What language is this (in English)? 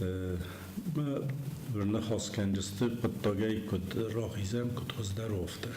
Ossetic